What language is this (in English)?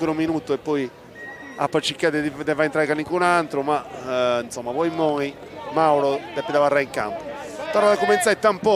Sardinian